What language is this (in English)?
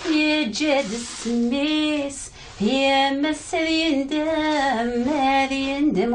Kabyle